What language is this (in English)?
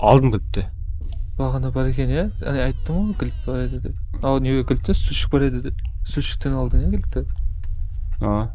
Kara-Kalpak